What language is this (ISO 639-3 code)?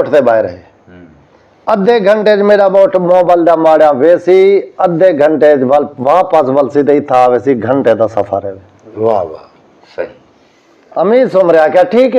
skr